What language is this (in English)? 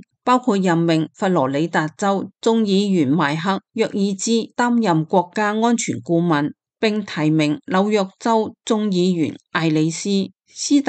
Cantonese